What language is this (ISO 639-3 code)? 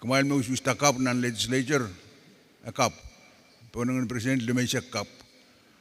pon